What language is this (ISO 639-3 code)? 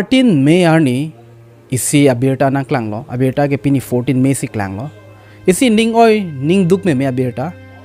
mjw